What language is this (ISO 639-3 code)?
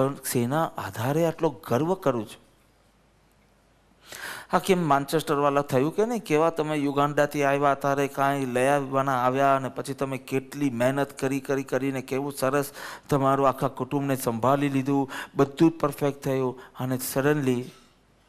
guj